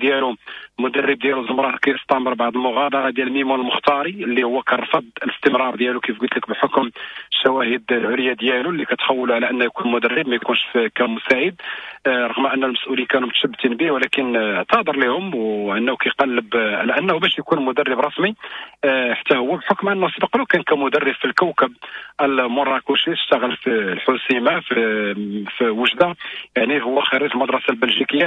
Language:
Moroccan Arabic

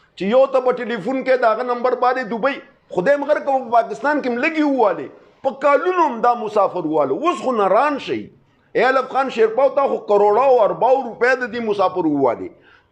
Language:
Pashto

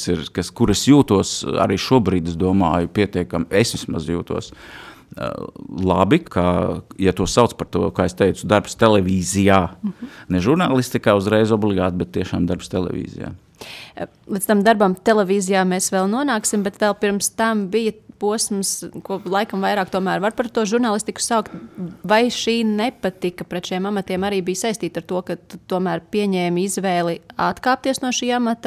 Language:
Latvian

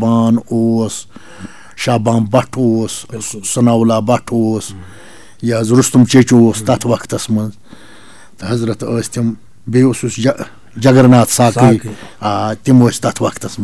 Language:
Kashmiri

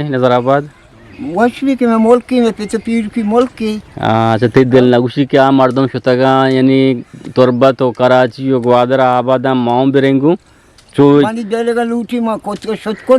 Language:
Eastern Balochi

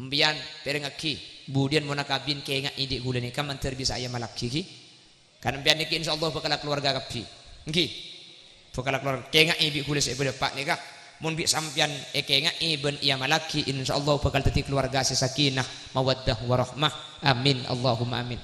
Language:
Madurese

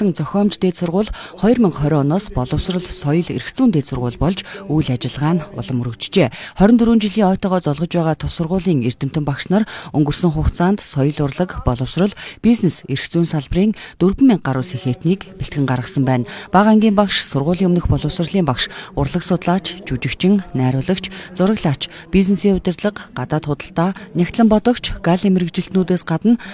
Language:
Mongolian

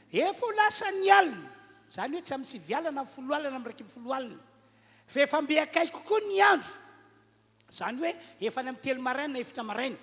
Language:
Malagasy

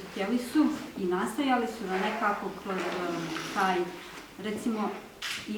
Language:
Bosnian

